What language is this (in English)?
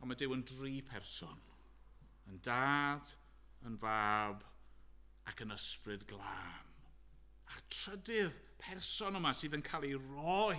Welsh